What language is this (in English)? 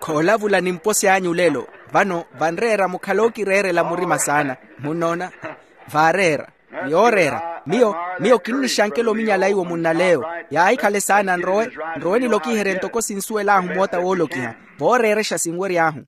Makhuwa